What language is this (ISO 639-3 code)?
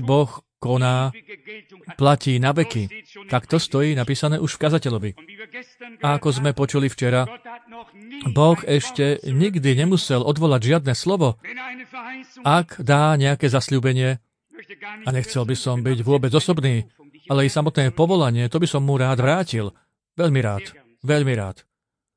slk